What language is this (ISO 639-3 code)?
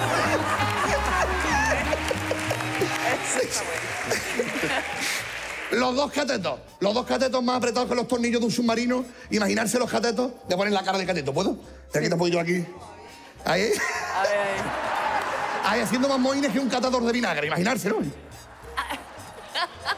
spa